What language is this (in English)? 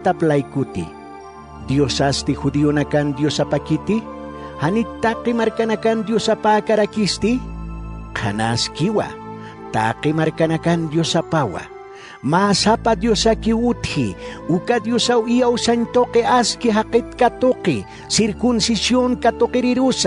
Aymara